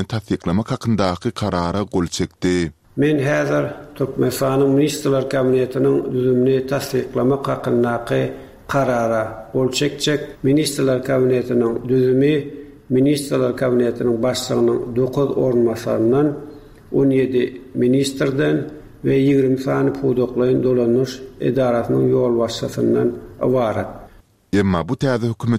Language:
Turkmen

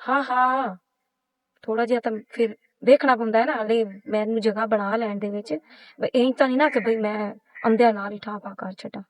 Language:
Western Panjabi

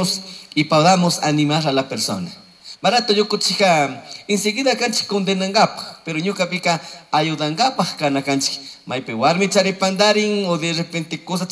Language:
Chimborazo Highland Quichua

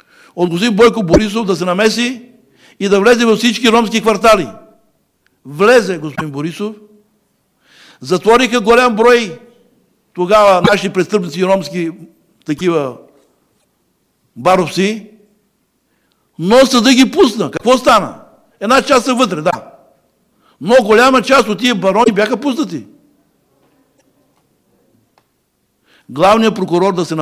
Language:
Bulgarian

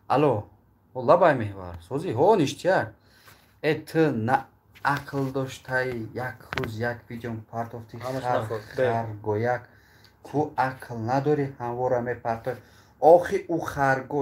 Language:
Tajik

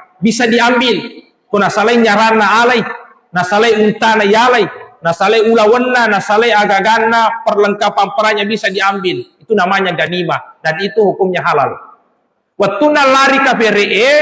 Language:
Buginese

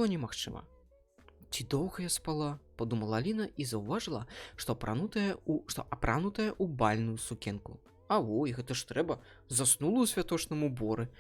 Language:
Belarusian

